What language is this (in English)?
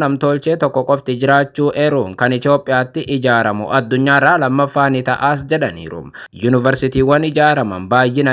Oromo